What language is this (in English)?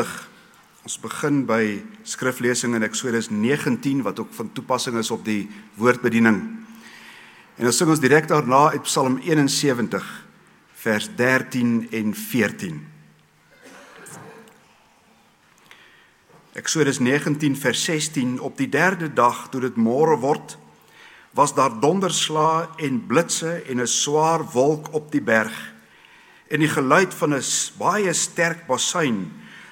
Afrikaans